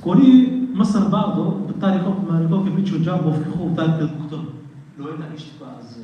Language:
Kurdish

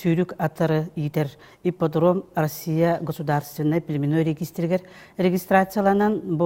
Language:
Yakut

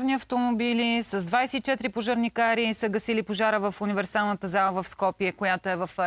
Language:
Bulgarian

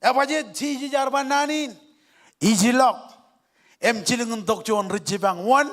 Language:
Marshallese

